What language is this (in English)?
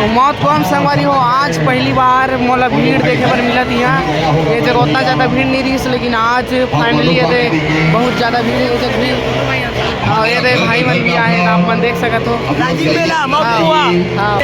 Chhattisgarhi